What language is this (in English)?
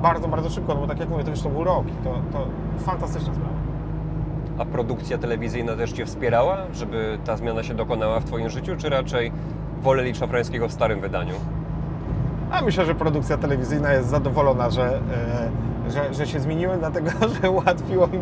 Polish